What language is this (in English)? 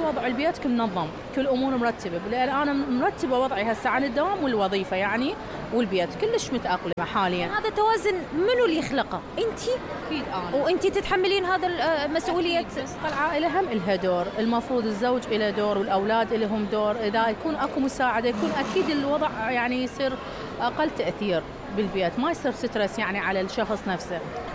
Mesopotamian Arabic